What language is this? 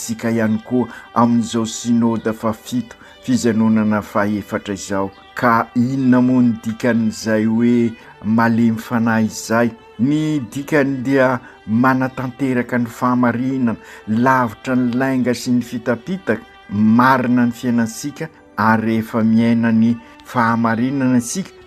Malagasy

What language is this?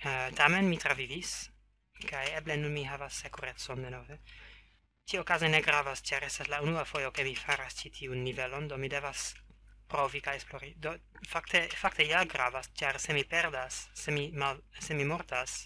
Esperanto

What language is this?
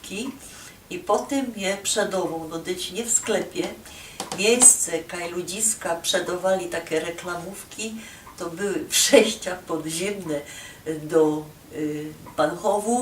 Silesian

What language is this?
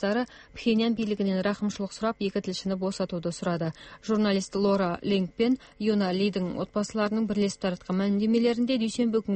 Kazakh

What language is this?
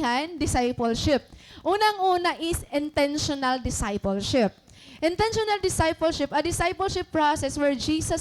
Waray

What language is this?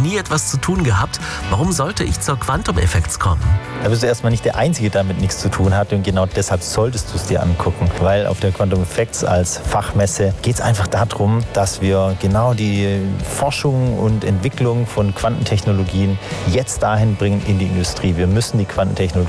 German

